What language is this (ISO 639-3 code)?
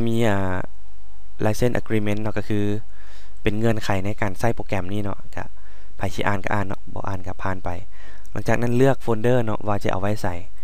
lao